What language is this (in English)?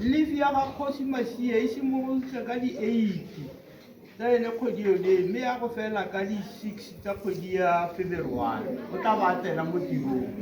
Tswana